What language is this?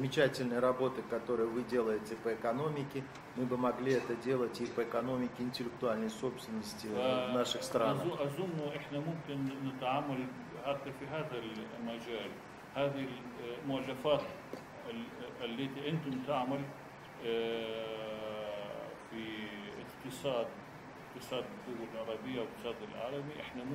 Arabic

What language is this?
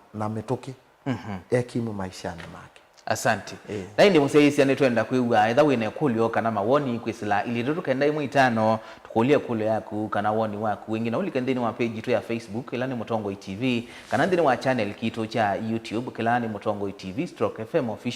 Kamba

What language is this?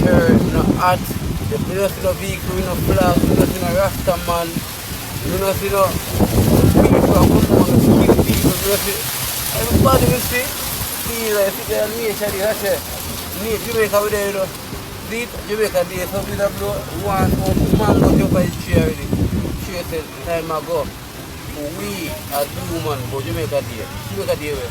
Jamaican Creole English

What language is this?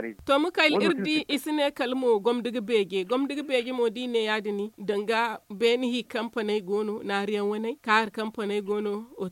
Zarma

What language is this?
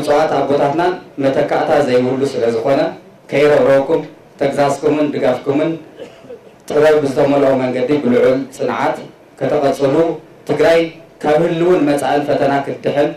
Tigrinya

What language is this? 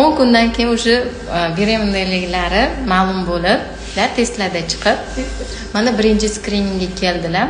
Uzbek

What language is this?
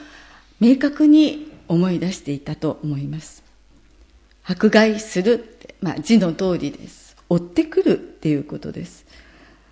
Japanese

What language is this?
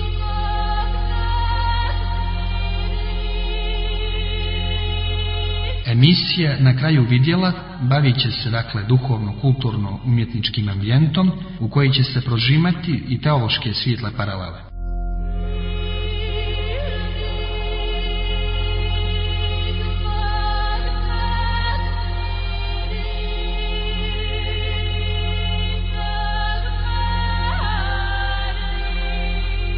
Croatian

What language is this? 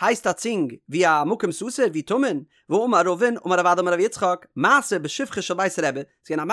Yiddish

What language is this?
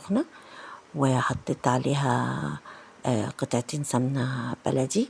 Egyptian Arabic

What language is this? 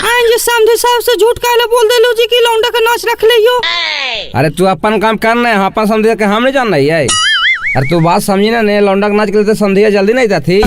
Magahi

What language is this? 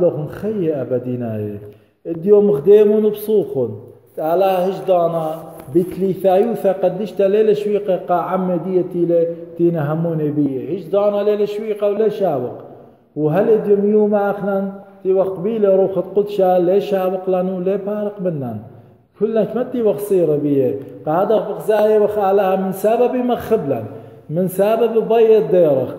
Assyrian Neo-Aramaic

